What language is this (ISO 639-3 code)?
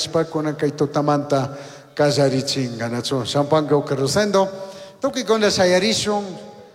qug